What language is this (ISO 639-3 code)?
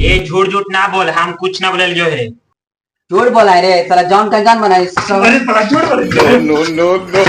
mag